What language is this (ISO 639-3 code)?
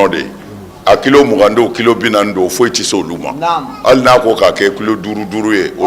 bam